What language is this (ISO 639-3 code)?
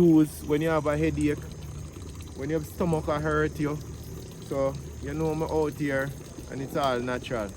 jam